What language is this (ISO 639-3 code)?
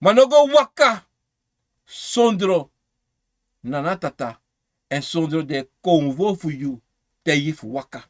srn